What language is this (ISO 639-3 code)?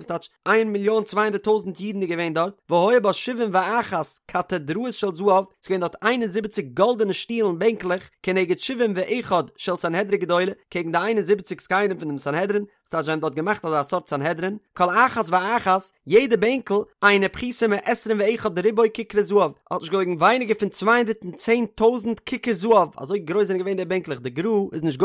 yid